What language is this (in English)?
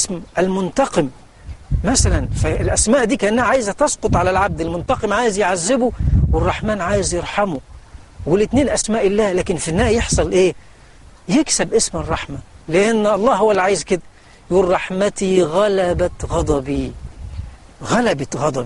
Egyptian Arabic